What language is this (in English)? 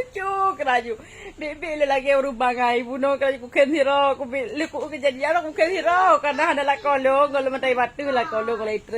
Achinese